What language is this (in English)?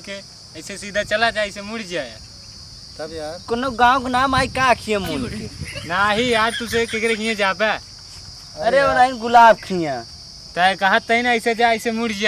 Awadhi